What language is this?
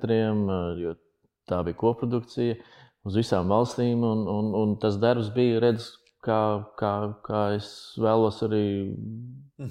Latvian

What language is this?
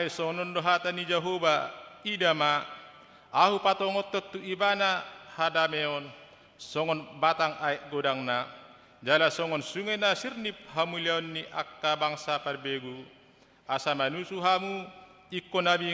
Batak Toba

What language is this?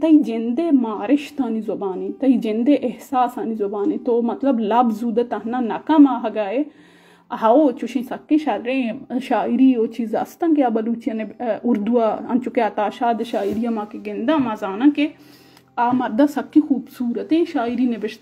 Baluchi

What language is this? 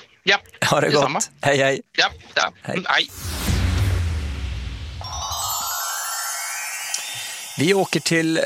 Swedish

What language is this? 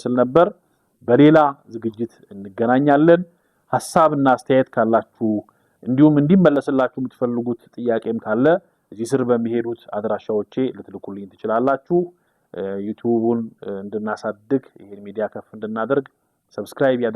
Amharic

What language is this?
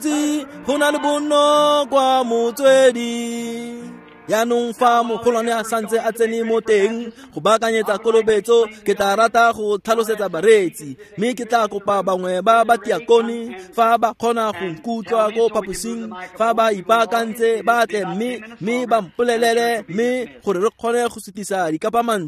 Tswana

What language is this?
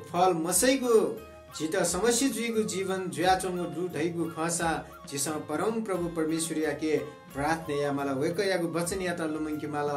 Newari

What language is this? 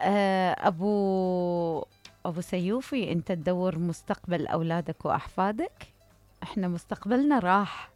Mesopotamian Arabic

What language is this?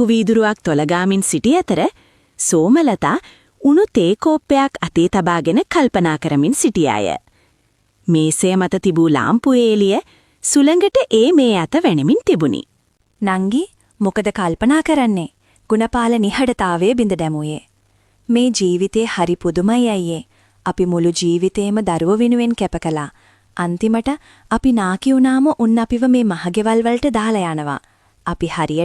Sinhala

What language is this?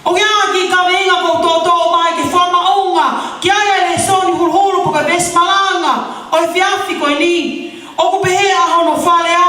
Tongan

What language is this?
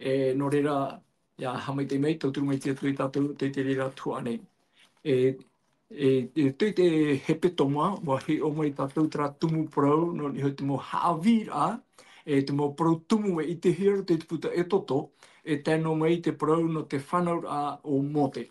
Tahitian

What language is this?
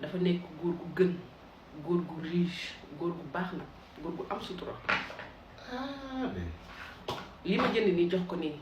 Wolof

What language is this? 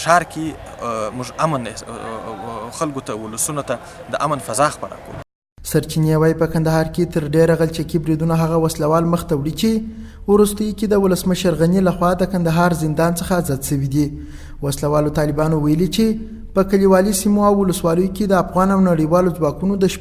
Pashto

